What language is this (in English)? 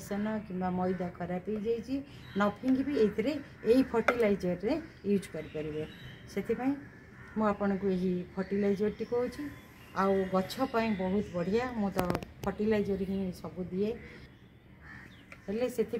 Odia